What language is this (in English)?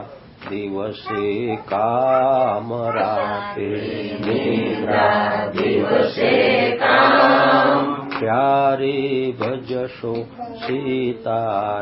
Gujarati